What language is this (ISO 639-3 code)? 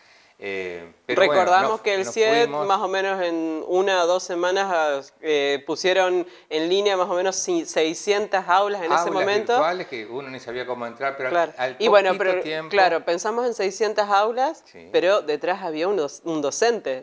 spa